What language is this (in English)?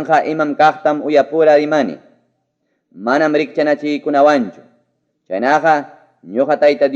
Ayacucho Quechua